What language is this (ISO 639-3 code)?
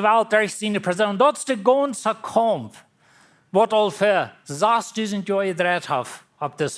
pdt